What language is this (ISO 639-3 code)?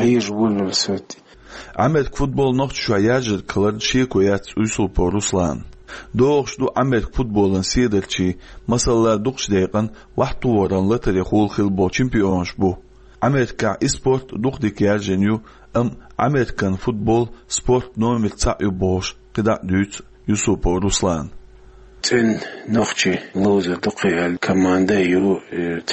che